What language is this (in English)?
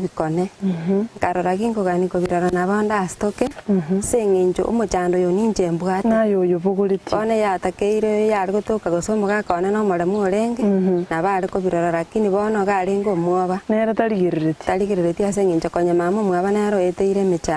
Gusii